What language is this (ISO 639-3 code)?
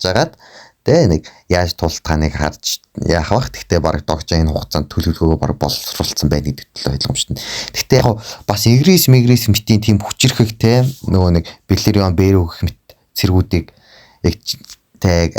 mon